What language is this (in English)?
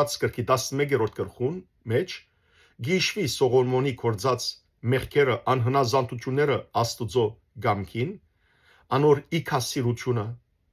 Western Armenian